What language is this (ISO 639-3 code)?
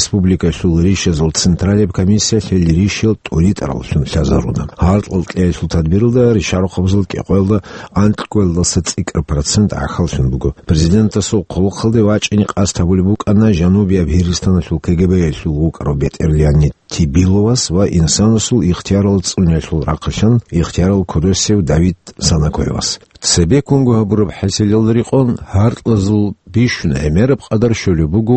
ava